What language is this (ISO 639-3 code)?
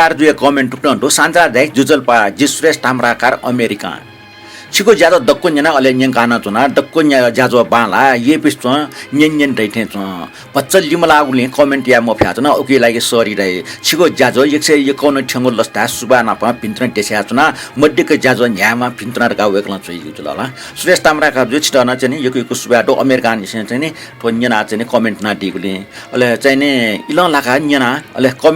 new